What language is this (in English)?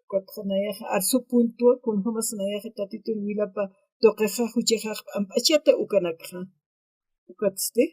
Aymara